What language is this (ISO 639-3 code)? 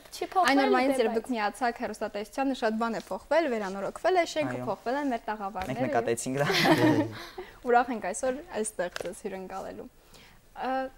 hye